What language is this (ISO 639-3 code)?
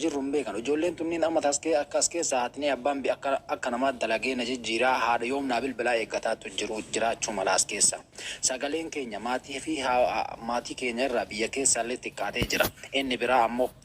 orm